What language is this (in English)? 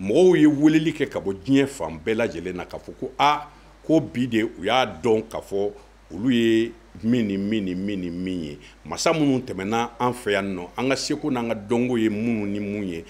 Bambara